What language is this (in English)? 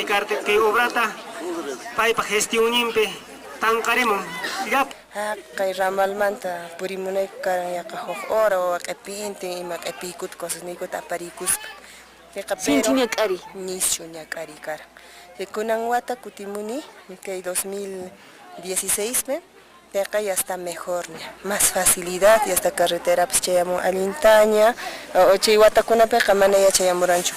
Quechua